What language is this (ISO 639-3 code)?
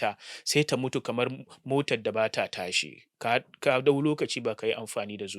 hau